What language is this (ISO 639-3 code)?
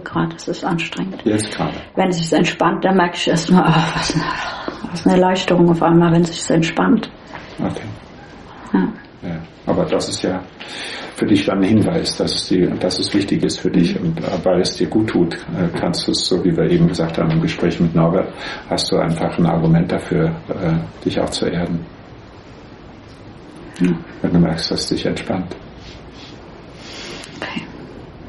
deu